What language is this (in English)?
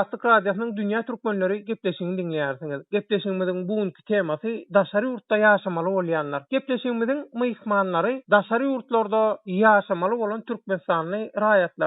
Turkmen